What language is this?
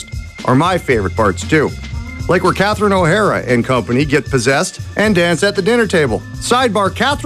English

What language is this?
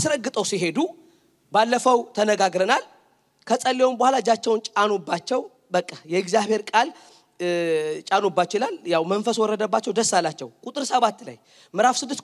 Amharic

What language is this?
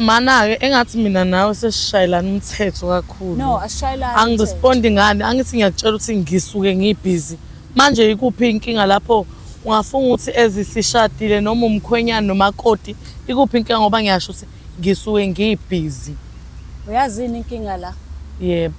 Zulu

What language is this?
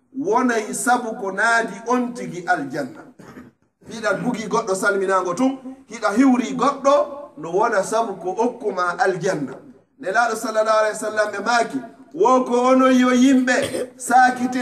Pular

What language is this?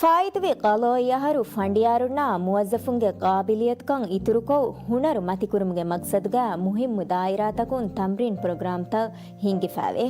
Divehi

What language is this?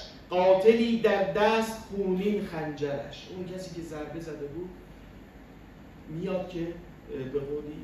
Persian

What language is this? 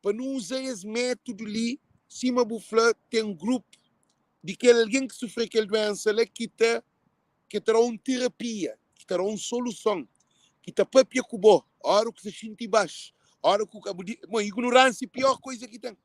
Kabuverdianu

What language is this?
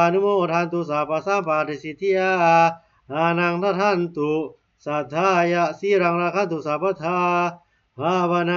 Pali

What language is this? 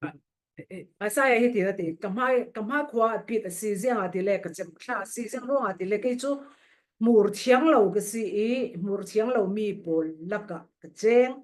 Falam Chin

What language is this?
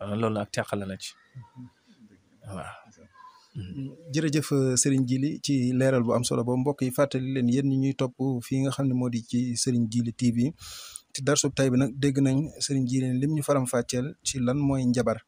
Wolof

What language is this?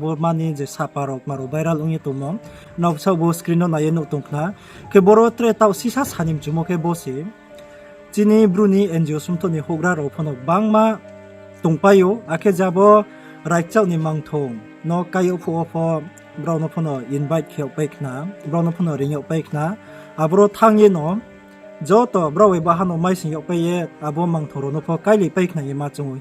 Riang (India)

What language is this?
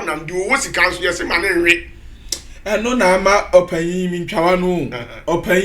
Akan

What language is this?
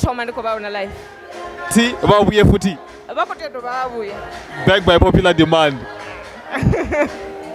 Venda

